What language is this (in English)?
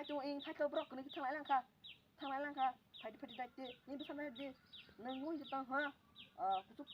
Kok Borok